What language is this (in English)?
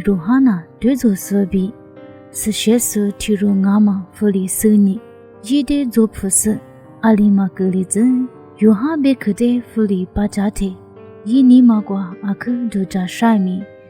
Lisu